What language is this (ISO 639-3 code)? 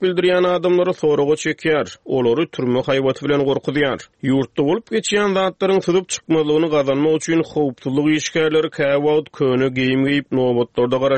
tuk